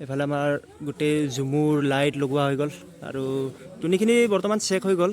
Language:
Assamese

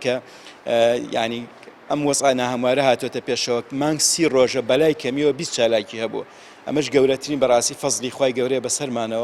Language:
Central Kurdish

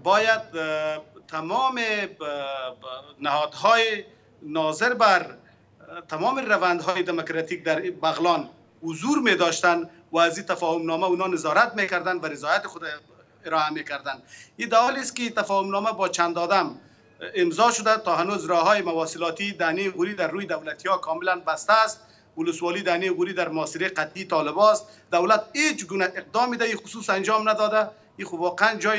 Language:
Persian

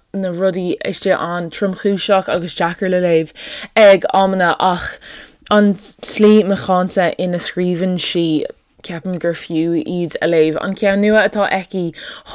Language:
Irish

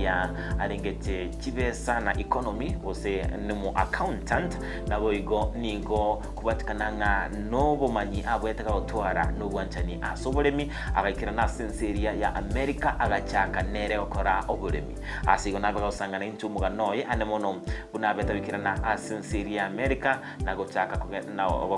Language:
Gusii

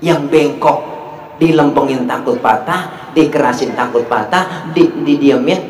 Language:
Betawi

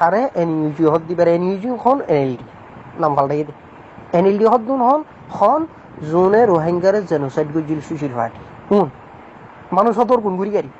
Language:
Rohingya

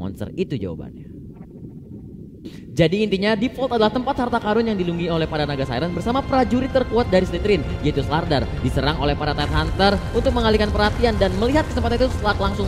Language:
Indonesian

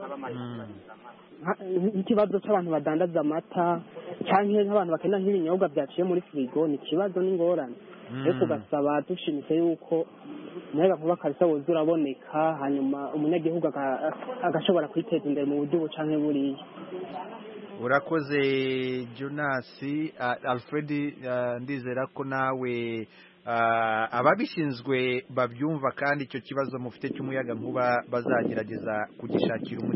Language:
Kinyarwanda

